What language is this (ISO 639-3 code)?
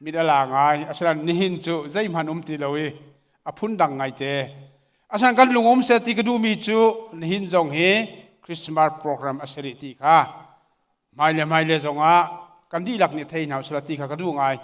cnh